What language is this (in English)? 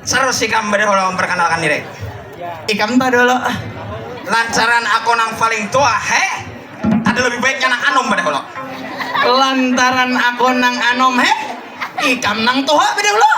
Banjar